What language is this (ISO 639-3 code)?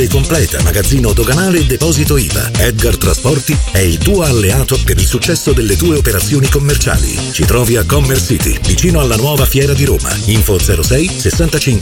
ita